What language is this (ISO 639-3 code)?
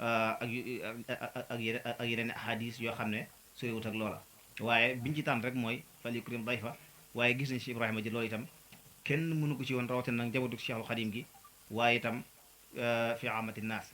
wol